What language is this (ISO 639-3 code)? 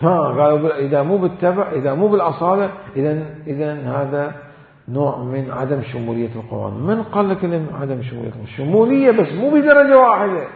acm